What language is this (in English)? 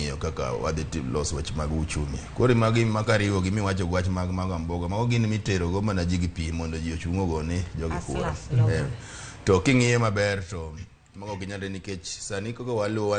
Luo (Kenya and Tanzania)